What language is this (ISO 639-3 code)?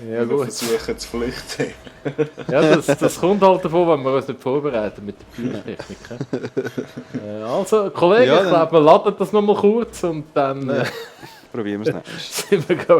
gsw